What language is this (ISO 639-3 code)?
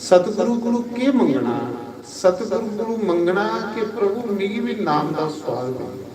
doi